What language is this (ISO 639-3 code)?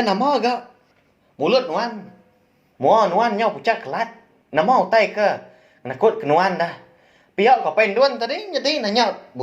iba